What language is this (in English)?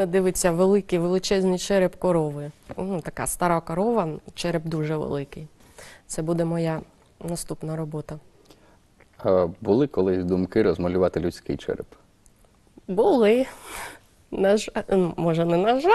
Ukrainian